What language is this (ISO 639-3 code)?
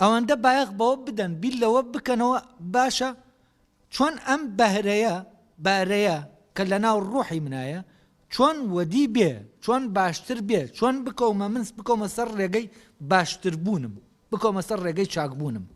ckb